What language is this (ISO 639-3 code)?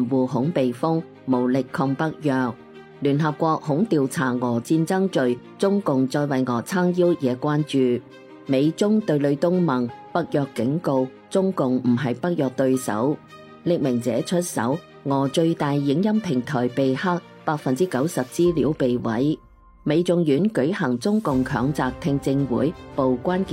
yue